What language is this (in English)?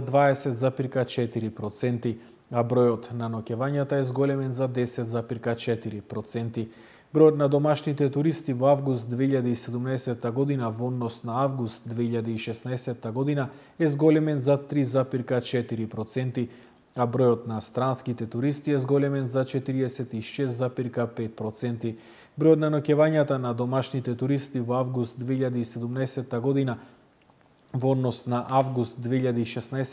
Macedonian